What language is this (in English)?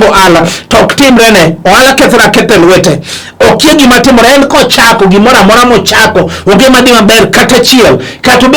Luo (Kenya and Tanzania)